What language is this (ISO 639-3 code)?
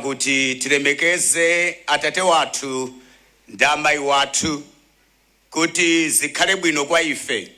nya